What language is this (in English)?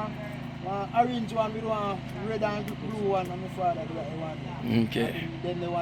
Jamaican Creole English